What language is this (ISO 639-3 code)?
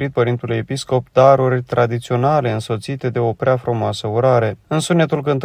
ron